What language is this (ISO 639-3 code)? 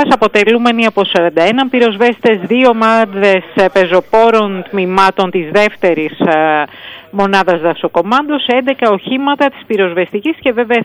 ell